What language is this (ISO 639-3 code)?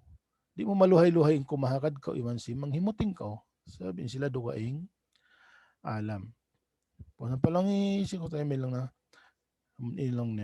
tsg